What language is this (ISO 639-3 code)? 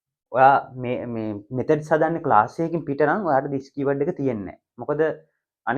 sin